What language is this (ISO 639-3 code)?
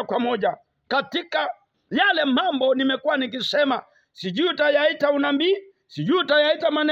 swa